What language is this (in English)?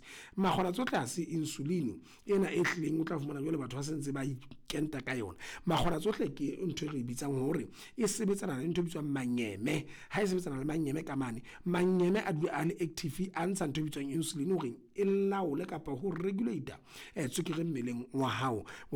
Southern Sotho